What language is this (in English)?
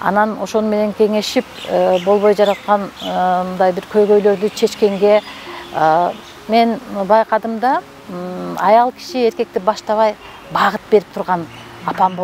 Kyrgyz